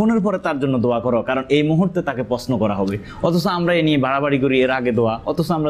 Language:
Bangla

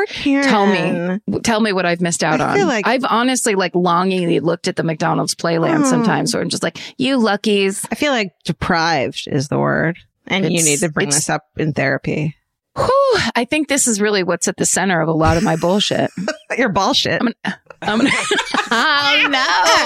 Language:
English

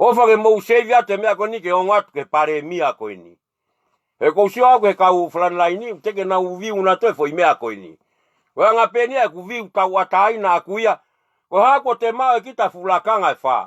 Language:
Tongan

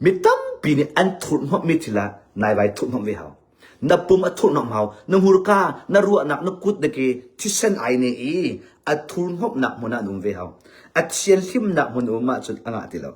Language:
Hakha Chin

